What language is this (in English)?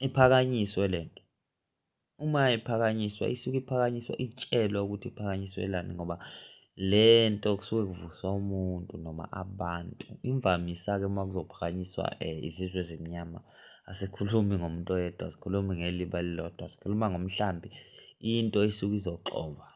Zulu